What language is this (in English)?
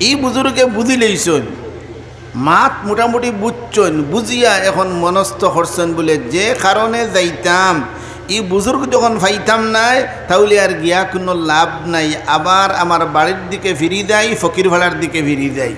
Sylheti